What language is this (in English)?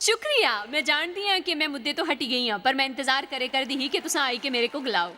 Dogri